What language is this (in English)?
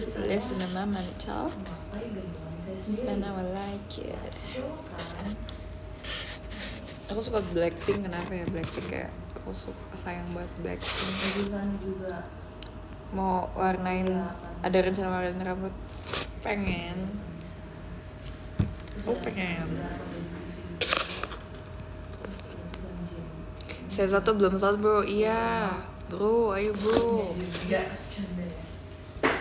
Indonesian